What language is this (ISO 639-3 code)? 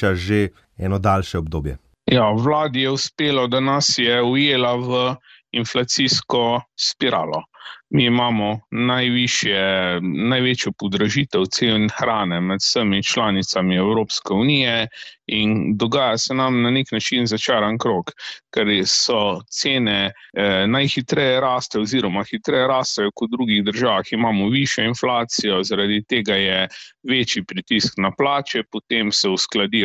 slv